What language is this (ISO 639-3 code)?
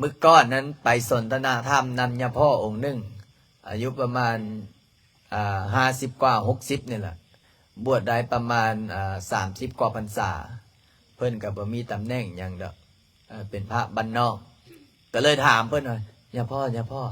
lao